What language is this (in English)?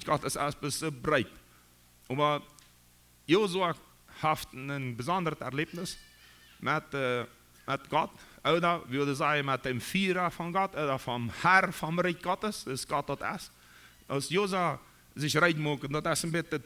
Plautdietsch